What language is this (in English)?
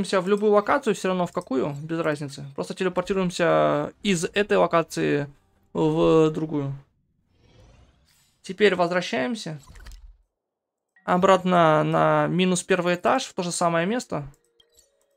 Russian